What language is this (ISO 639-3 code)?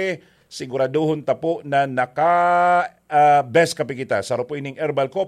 bik